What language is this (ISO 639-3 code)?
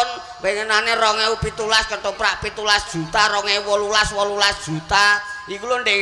jav